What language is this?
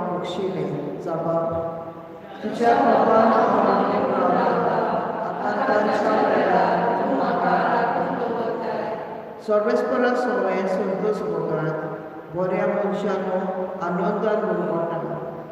Konkani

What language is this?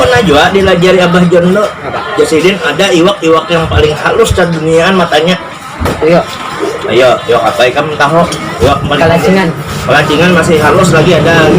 Banjar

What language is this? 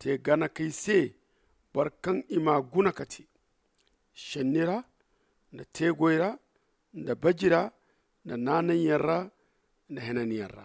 Zarma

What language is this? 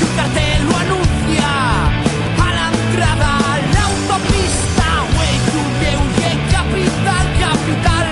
Aragonese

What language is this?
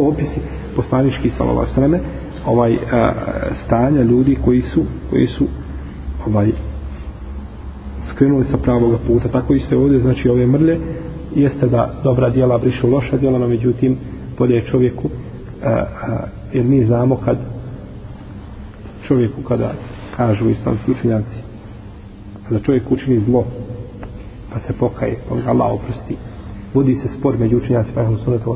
Bosnian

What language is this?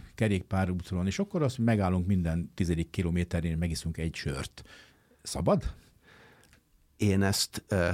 Hungarian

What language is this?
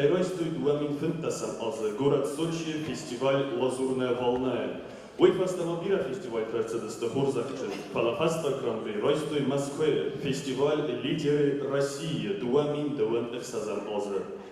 Ossetic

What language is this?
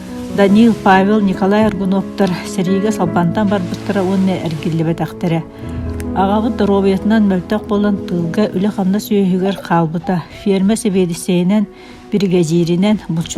Yakut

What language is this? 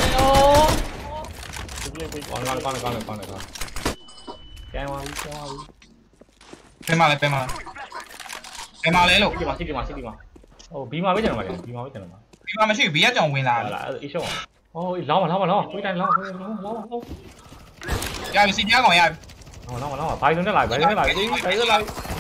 Burmese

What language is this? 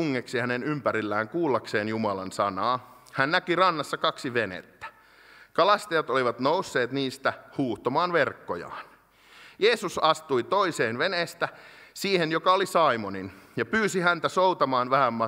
Finnish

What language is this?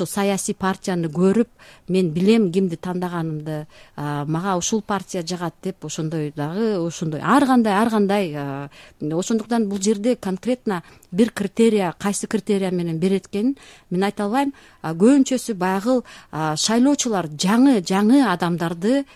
Kyrgyz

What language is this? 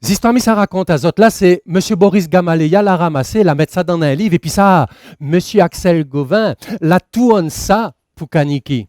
Réunion Creole French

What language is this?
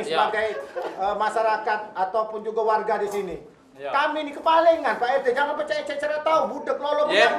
Musi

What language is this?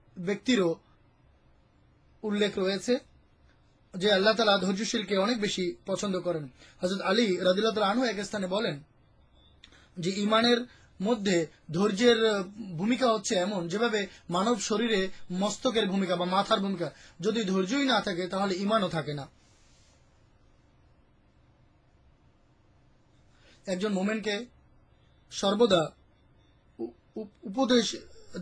Bangla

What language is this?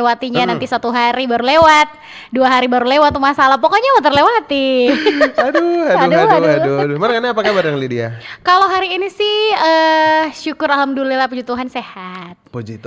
Manado Malay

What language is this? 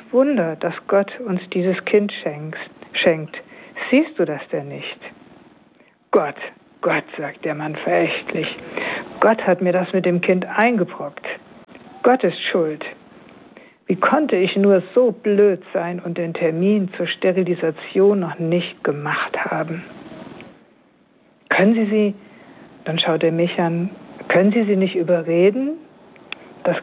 German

